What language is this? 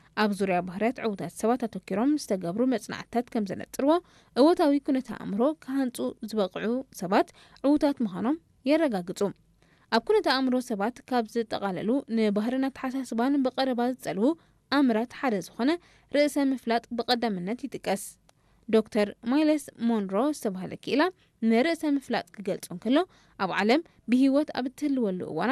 Tigrinya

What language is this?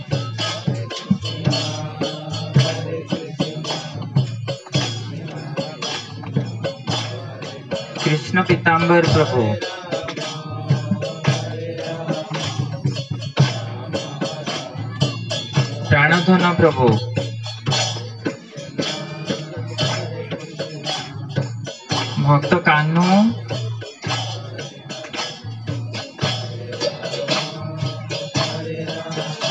Odia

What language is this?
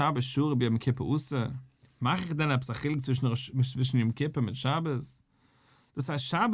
Yiddish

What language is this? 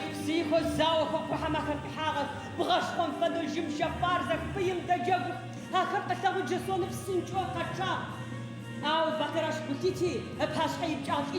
Adyghe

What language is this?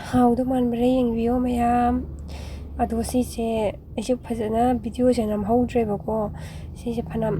Manipuri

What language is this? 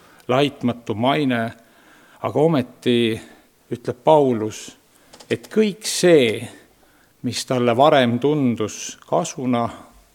Estonian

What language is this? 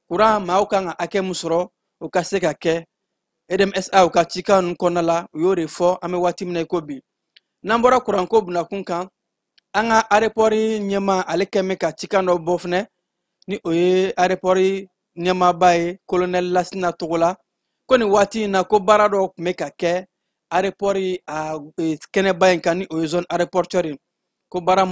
Bambara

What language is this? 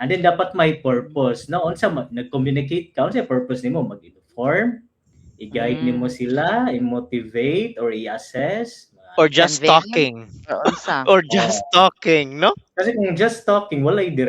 Cebuano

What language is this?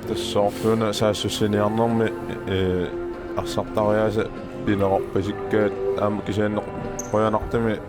Kalaallisut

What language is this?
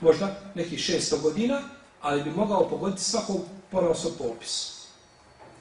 Bosnian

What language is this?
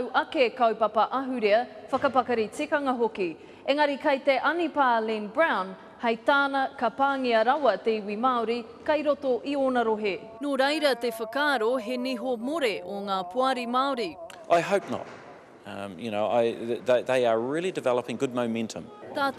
Māori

